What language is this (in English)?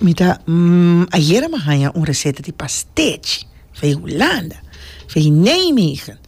Papiamento